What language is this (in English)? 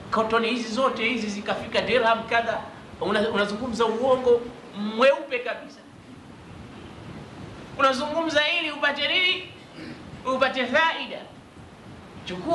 Swahili